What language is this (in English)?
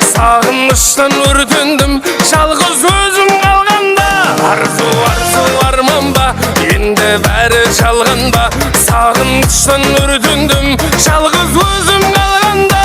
Kara-Kalpak